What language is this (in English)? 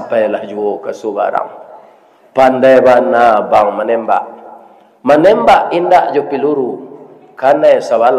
Minangkabau